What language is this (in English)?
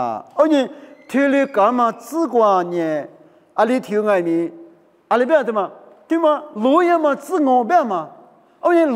Lisu